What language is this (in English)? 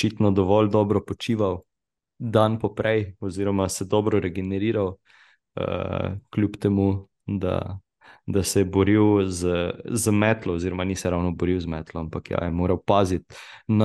Slovenian